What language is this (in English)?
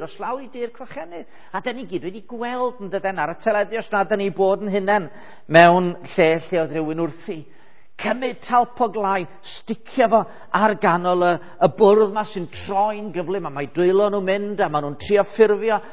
Welsh